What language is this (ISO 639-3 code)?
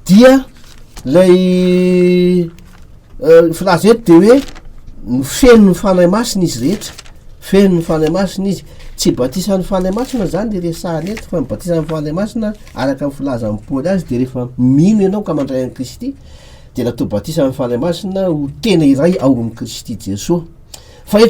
mlg